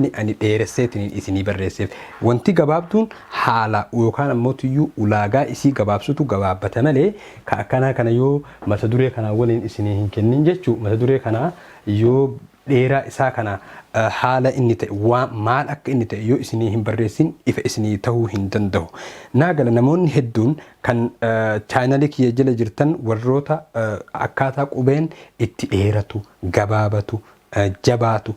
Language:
Oromo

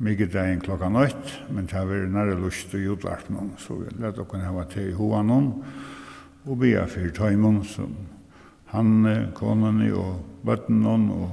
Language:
Faroese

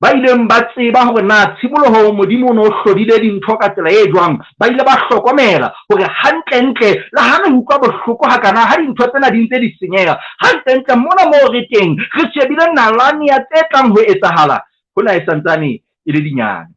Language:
Southern Sotho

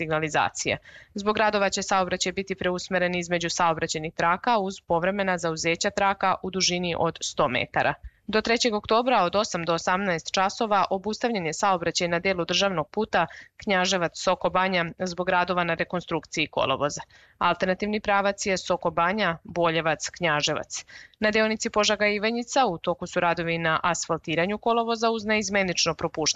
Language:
Serbian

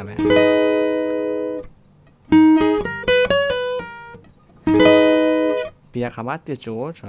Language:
Burmese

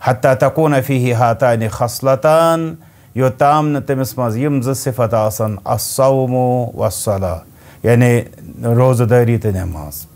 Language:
Kashmiri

